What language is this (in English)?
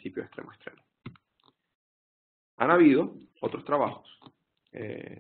Spanish